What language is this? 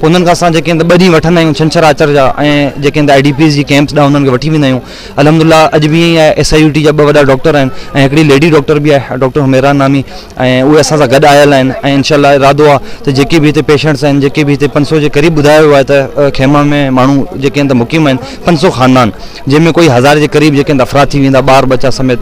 Sindhi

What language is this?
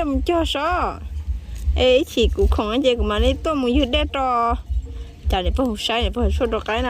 Hmong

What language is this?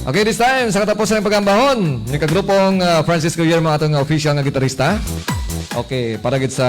Hiligaynon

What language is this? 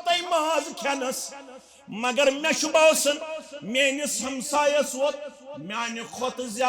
Kashmiri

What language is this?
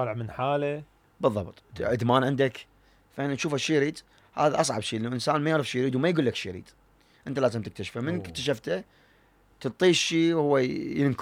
Mesopotamian Arabic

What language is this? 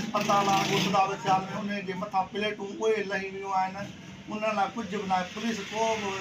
Sindhi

